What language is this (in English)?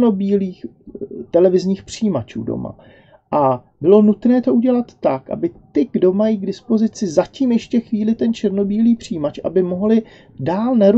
Czech